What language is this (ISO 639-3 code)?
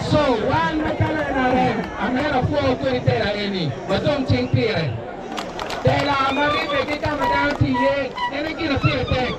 ach